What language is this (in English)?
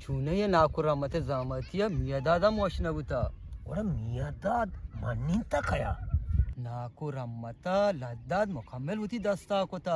Eastern Balochi